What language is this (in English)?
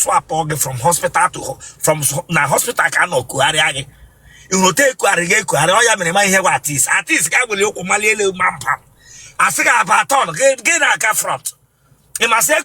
Igbo